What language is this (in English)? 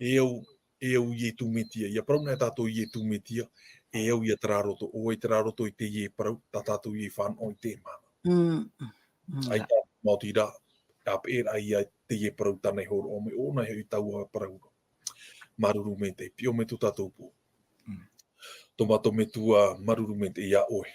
Tahitian